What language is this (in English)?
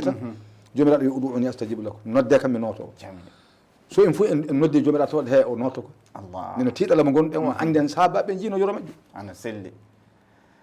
Fula